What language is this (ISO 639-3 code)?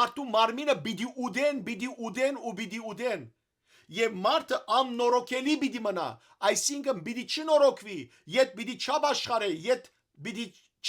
hyw